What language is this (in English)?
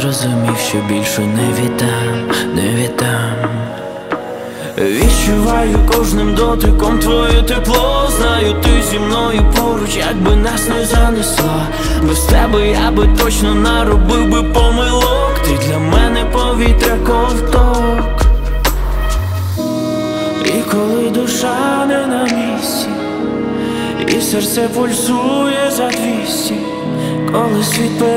Ukrainian